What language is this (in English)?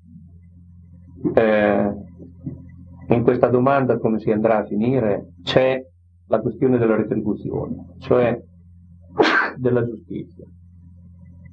Italian